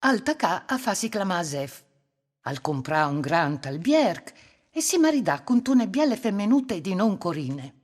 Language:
Friulian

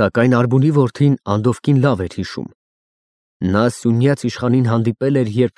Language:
Armenian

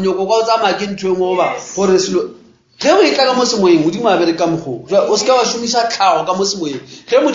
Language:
Northern Sotho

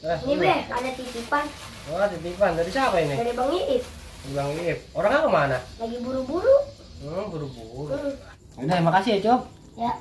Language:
Betawi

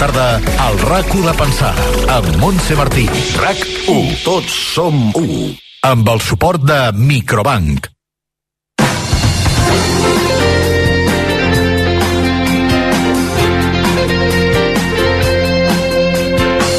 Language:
Catalan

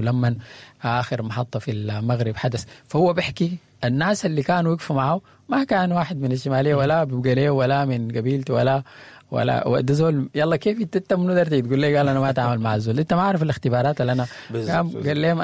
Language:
Sudanese Arabic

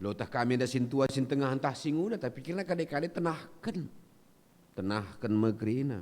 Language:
Batak Karo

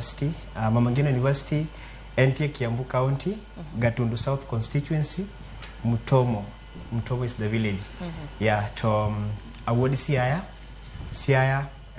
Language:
Luo (Kenya and Tanzania)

